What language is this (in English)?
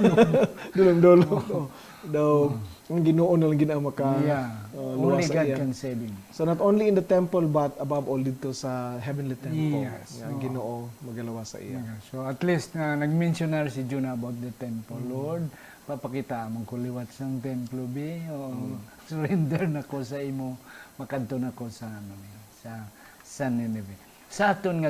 Hiligaynon